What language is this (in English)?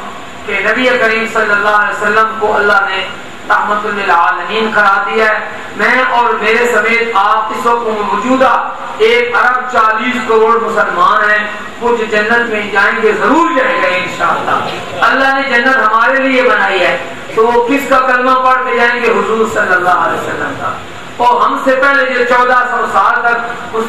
Urdu